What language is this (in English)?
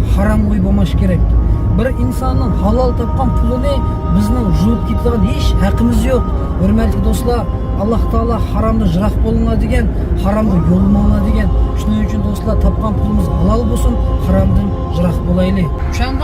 Uyghur